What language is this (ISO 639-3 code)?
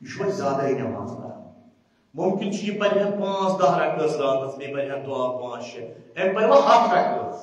kas